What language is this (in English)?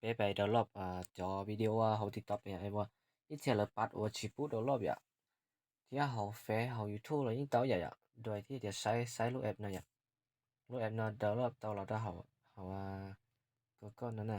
Hmong